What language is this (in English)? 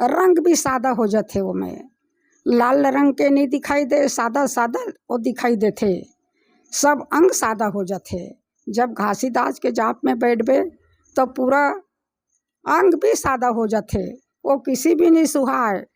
Chhattisgarhi